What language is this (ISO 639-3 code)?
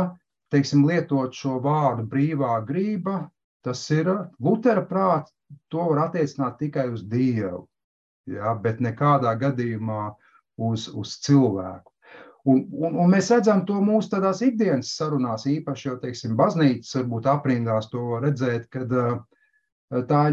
lav